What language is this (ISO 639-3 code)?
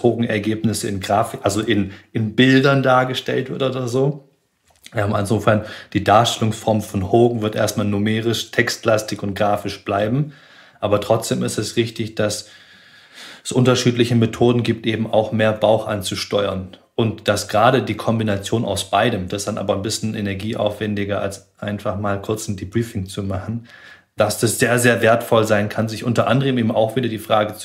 deu